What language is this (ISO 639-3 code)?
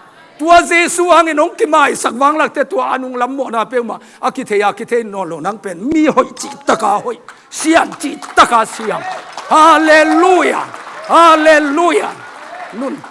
ctd